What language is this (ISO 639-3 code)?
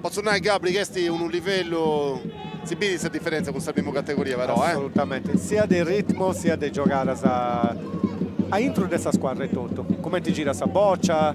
srd